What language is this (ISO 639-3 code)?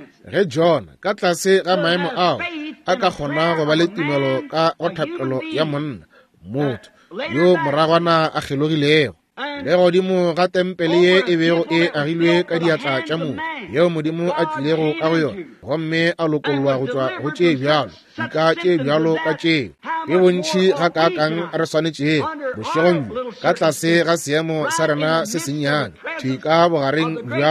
nso